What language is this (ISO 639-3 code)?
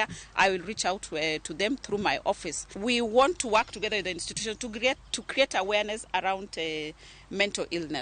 luo